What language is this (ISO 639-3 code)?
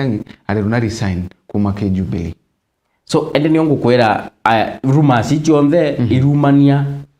mer